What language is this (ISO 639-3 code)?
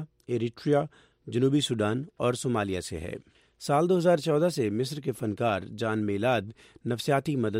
urd